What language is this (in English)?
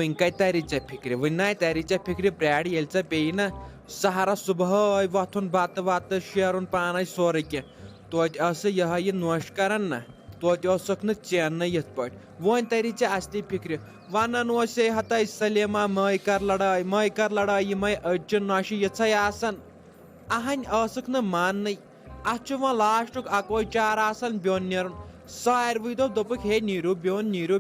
Kashmiri